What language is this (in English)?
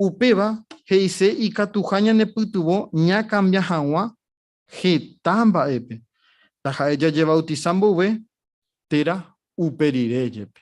Guarani